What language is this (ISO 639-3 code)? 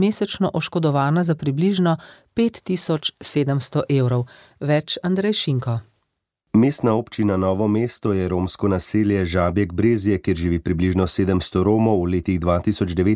slv